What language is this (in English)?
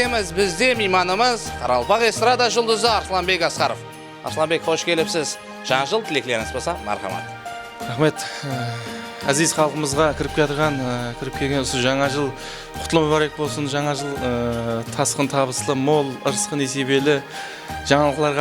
Kara-Kalpak